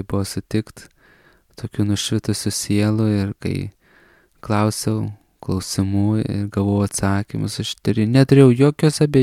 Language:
Lithuanian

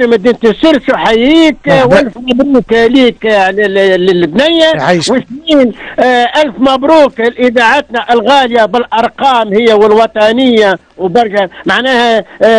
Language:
Tunisian Arabic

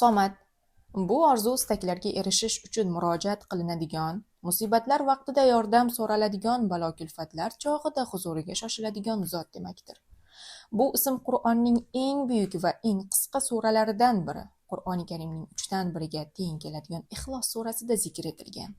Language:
Uzbek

